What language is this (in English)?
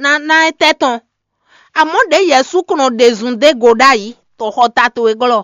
Fon